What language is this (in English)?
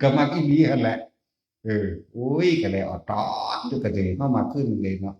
Northeastern Thai